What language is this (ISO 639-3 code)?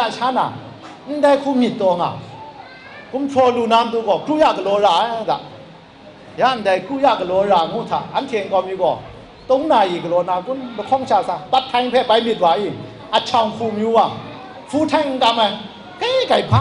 kac